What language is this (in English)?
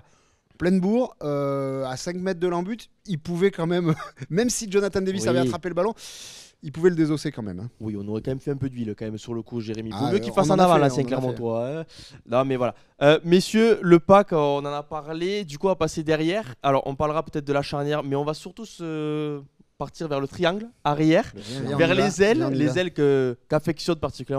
French